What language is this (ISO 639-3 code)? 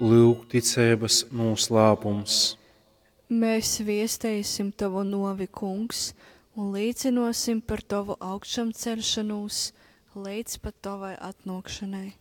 ltg